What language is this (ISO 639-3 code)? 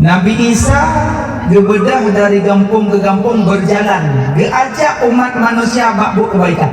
ace